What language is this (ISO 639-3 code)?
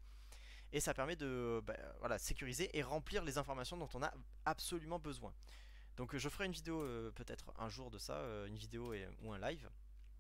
fra